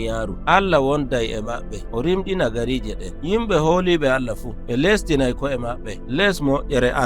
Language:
Nigerian Fulfulde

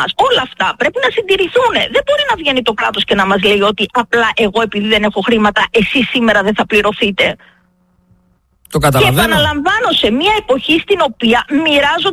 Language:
Greek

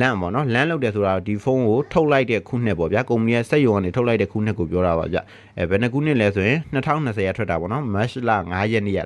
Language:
Burmese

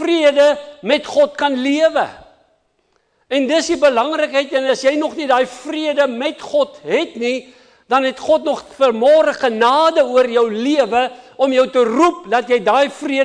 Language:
Afrikaans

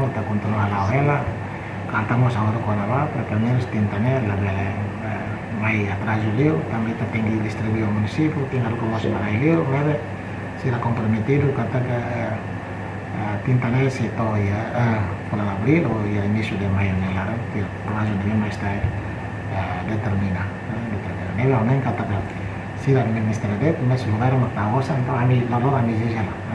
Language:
Tetum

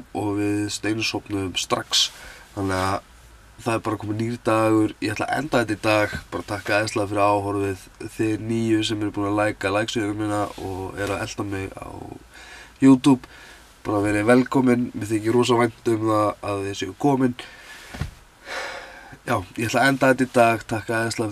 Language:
Icelandic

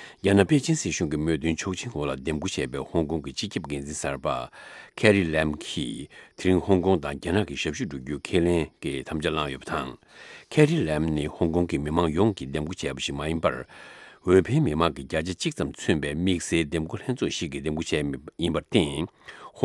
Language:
Tibetan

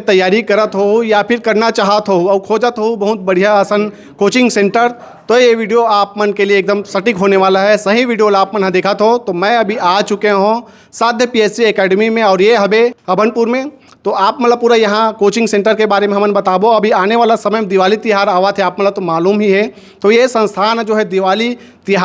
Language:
Chhattisgarhi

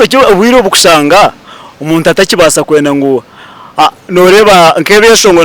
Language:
Nyankole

